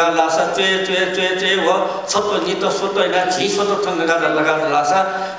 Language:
Newari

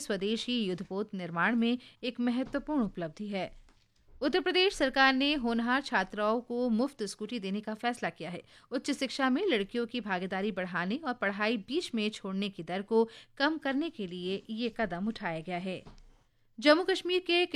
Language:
Hindi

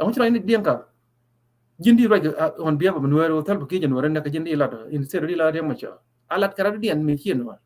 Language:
Nuer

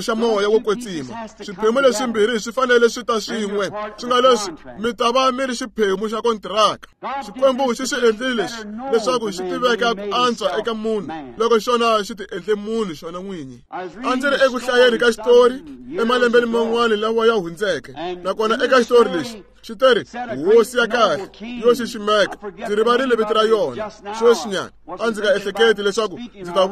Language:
Tsonga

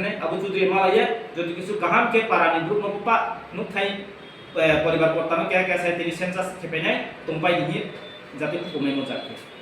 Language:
Riang (India)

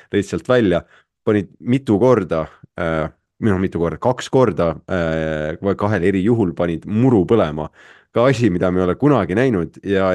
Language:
Estonian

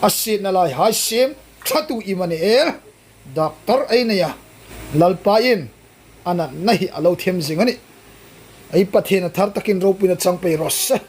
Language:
Hmar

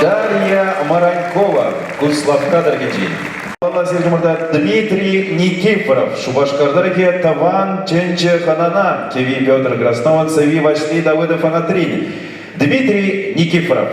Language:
Chuvash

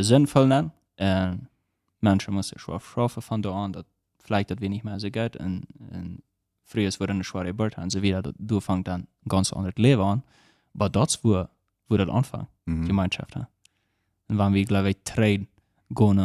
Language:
Plautdietsch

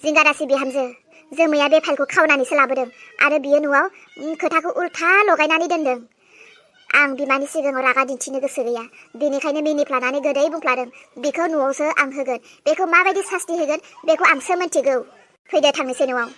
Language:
Bodo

